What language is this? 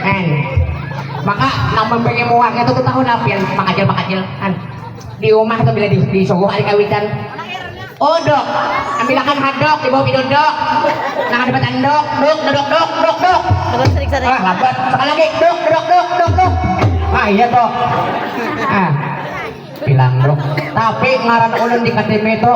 Banjar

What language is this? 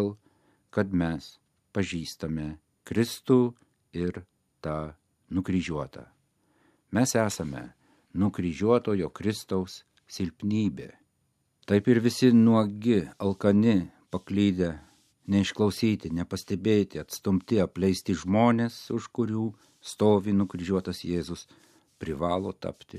Lithuanian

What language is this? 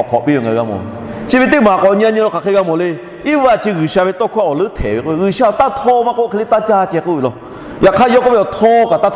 Lahu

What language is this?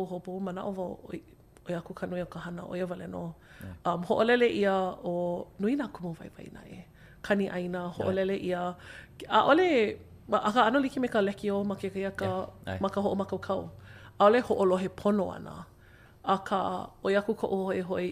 Hawaiian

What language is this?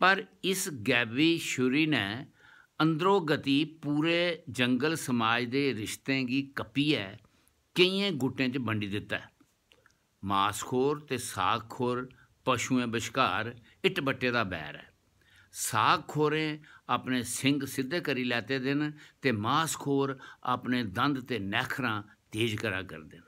Dogri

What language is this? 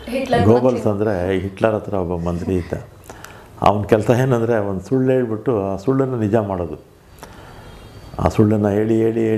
Kannada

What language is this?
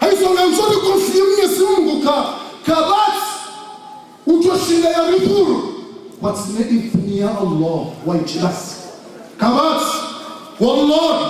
Ngazidja Comorian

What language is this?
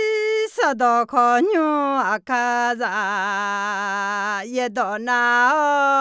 Akha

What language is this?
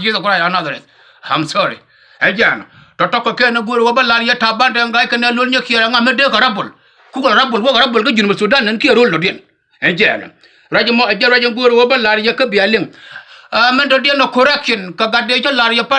Nuer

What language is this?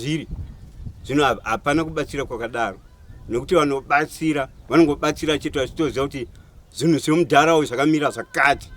Shona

